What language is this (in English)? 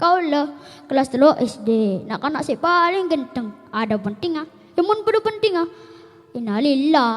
Madurese